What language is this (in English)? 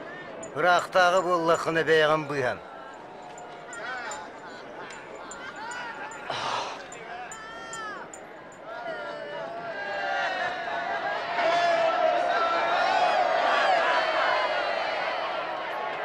Yakut